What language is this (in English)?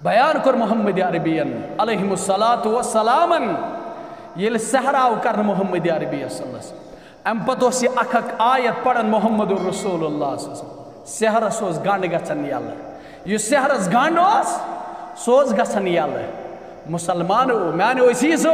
Kashmiri